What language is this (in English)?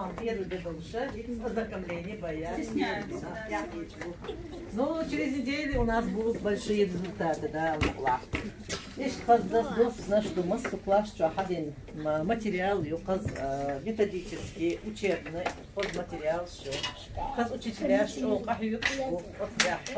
Chechen